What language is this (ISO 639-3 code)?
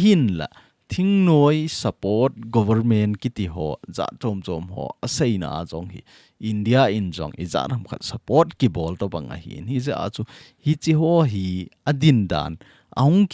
tcz